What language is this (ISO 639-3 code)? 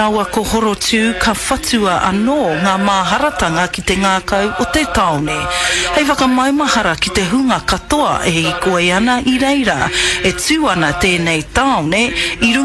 mri